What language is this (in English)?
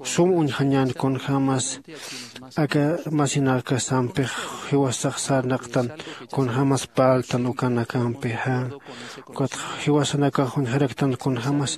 Aymara